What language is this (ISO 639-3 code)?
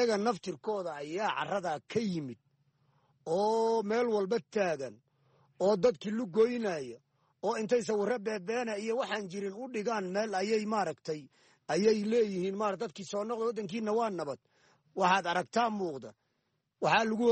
som